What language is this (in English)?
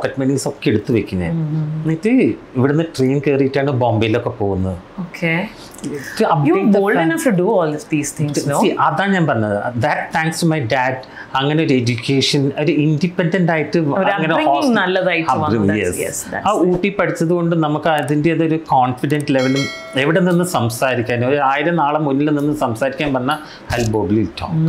Malayalam